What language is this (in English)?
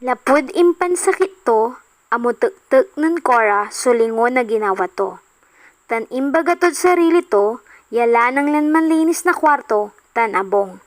Pangasinan